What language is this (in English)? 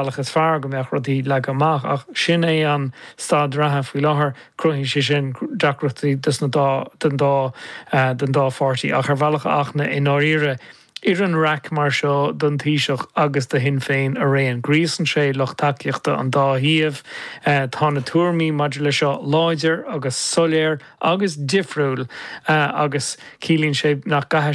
Irish